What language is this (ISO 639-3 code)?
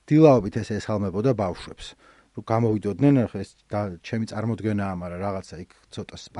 kat